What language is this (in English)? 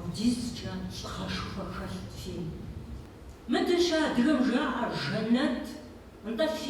Kabardian